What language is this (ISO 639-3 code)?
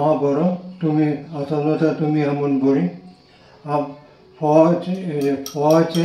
kok